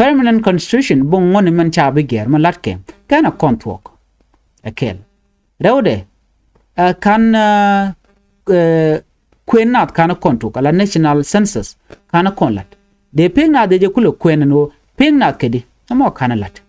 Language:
Nuer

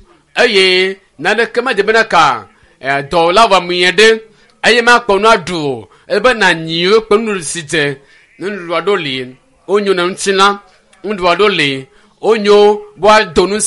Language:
Ewe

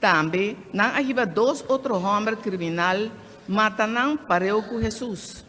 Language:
Papiamento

